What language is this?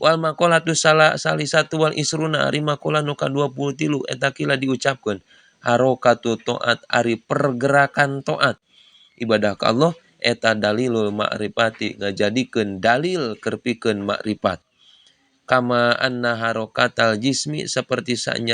Sundanese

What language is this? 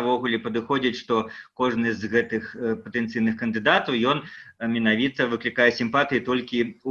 Belarusian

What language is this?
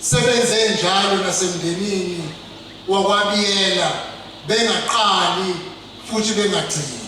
Zulu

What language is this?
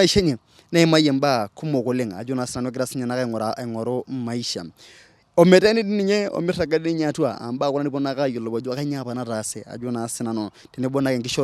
Masai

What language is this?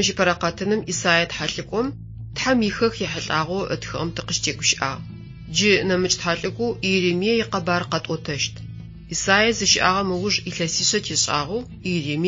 Adyghe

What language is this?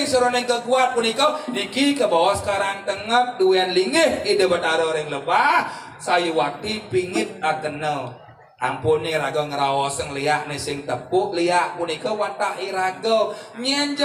Balinese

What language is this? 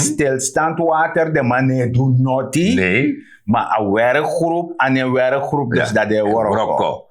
Sranan Tongo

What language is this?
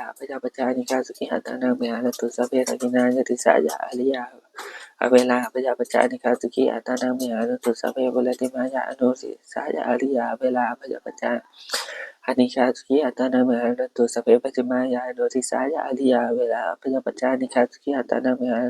Pali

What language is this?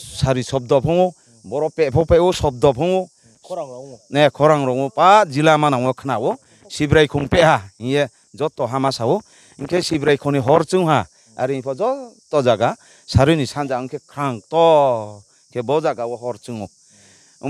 Riang (India)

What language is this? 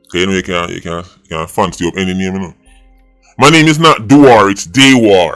Jamaican Creole English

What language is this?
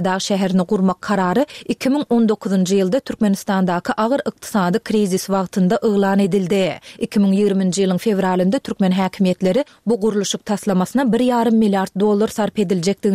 Turkmen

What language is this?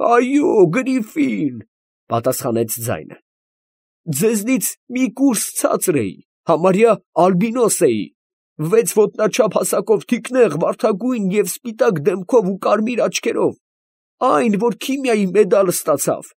Armenian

